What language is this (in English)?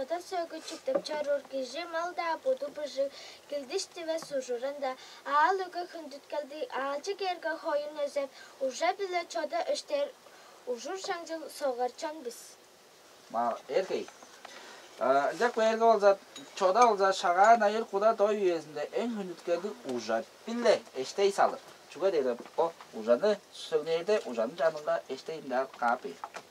Tuvinian